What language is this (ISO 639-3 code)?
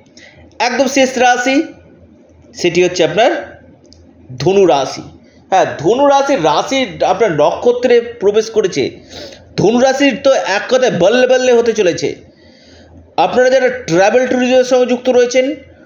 ben